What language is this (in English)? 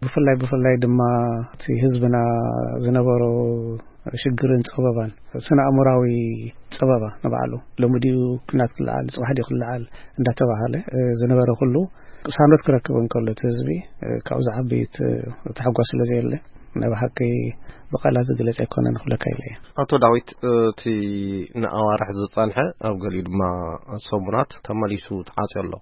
Tigrinya